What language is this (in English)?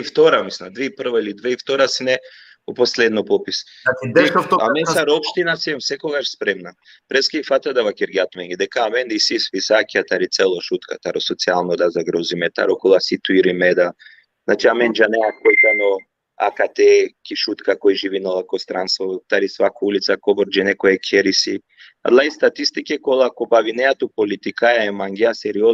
Balkan Romani